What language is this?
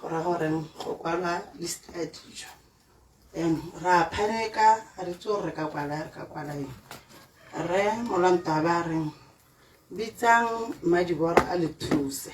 Tswana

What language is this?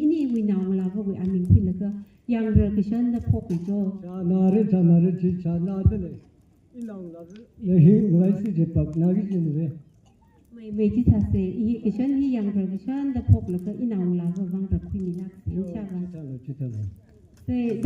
Tangkhul Naga (India)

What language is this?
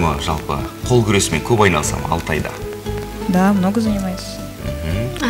Kazakh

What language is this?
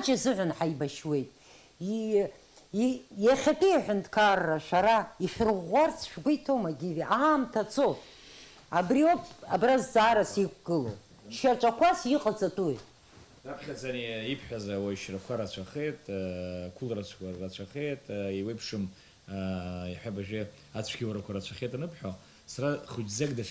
Abkhazian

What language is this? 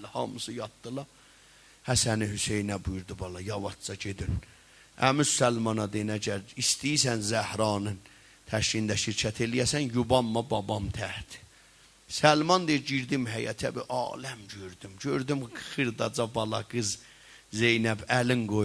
South Azerbaijani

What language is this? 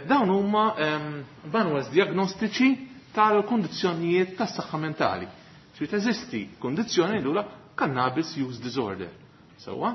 Maltese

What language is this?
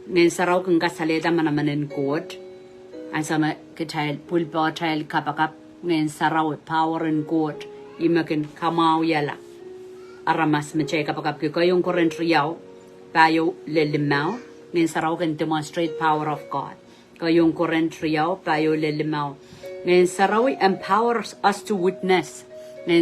Pohnpeian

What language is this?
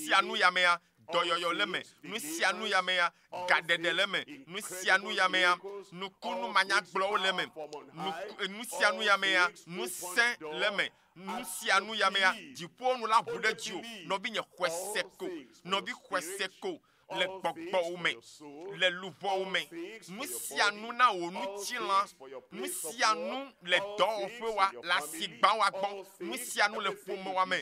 Ewe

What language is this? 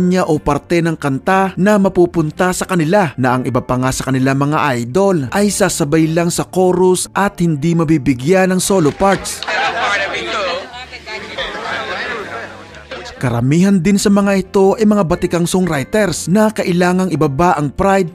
Filipino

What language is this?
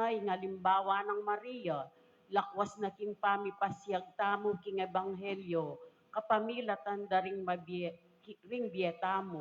Pampanga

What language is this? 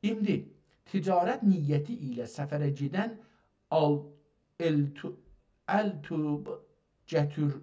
South Azerbaijani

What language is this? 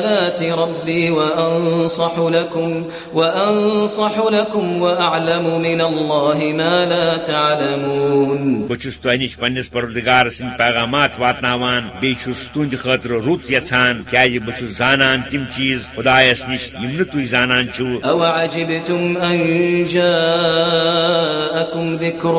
Kashmiri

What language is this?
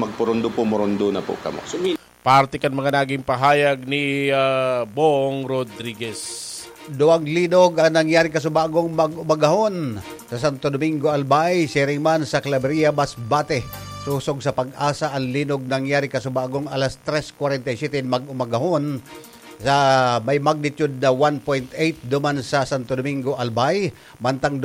Bikol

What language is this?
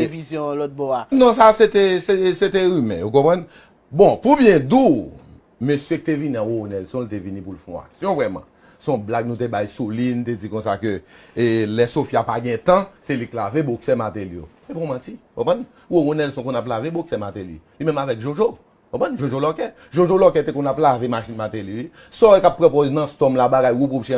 Haitian Creole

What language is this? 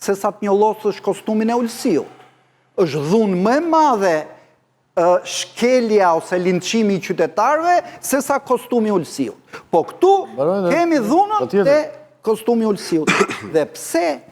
Albanian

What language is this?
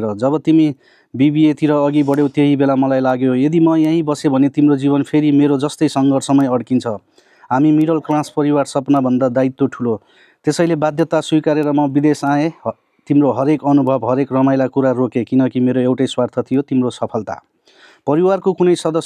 Nepali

